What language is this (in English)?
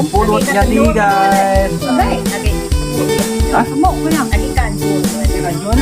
Iban